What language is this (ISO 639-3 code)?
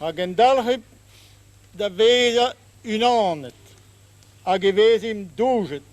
bre